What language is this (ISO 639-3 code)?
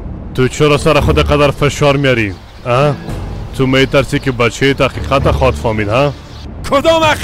fas